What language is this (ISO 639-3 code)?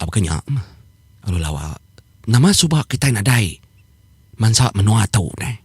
iba